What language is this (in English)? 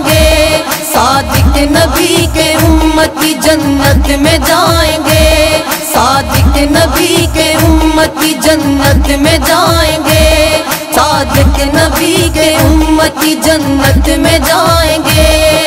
Urdu